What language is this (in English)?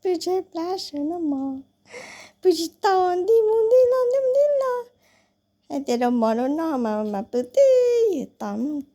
Hmong